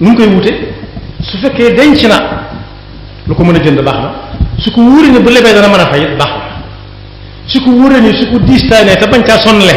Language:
Wolof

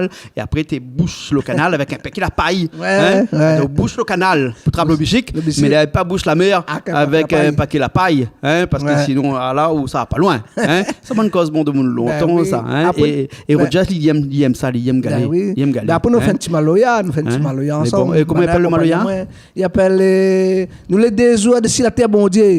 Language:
Réunion Creole French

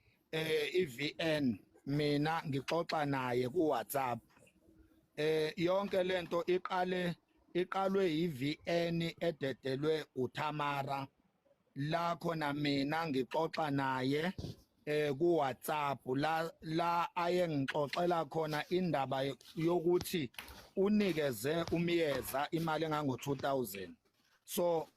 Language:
Zulu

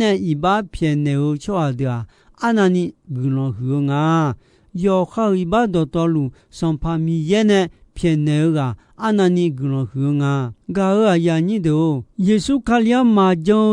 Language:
Akha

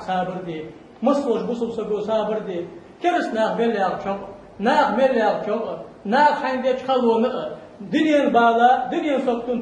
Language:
Ingush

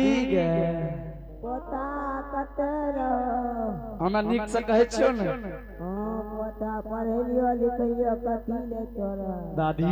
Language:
Angika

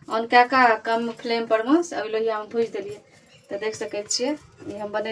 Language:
Maithili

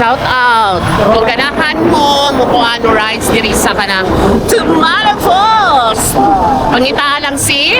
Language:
Cebuano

